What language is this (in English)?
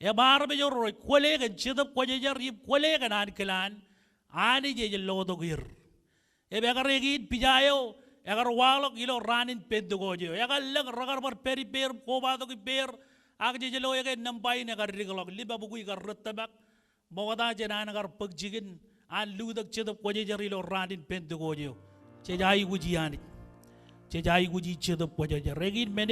Marshallese